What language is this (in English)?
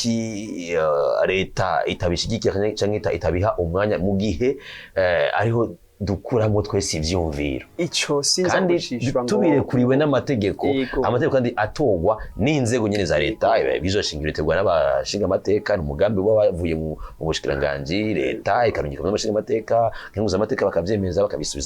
Rundi